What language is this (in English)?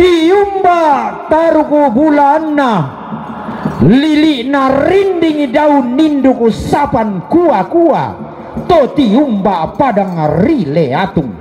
Toraja-Sa'dan